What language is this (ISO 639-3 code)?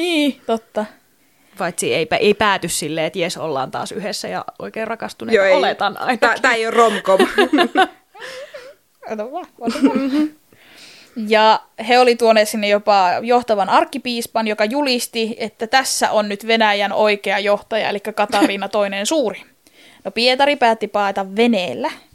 fin